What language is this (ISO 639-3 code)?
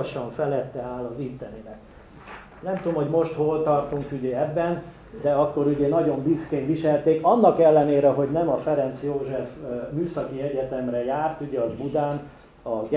hun